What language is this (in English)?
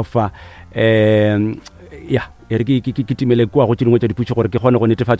Northern Sotho